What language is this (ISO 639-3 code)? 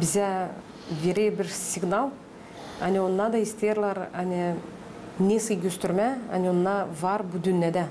gag